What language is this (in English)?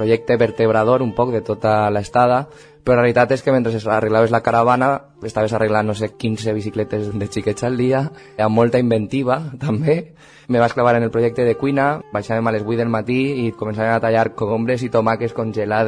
Catalan